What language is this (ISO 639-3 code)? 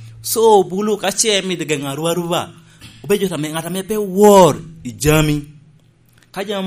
laj